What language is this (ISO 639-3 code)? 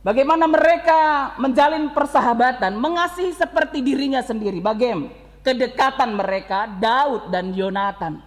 btx